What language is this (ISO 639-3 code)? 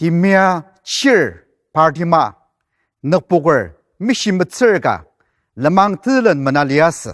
njo